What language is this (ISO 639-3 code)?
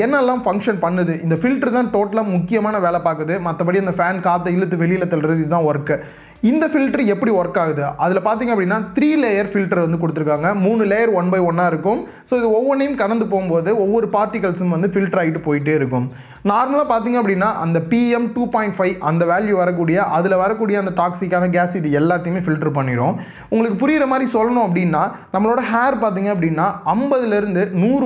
tam